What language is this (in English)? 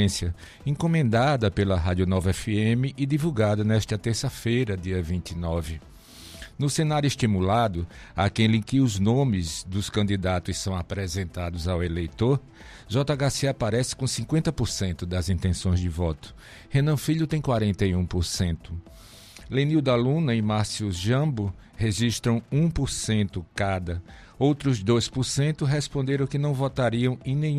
Portuguese